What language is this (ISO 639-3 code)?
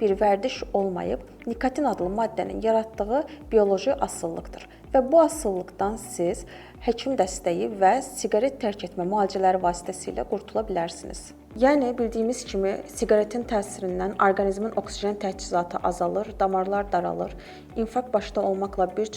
aze